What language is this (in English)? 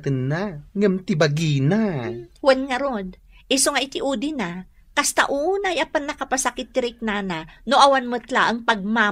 Iloko